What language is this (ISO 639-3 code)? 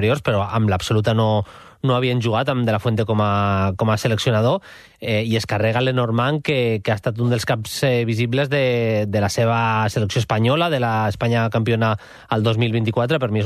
cat